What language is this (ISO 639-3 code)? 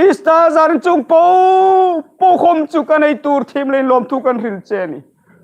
hmr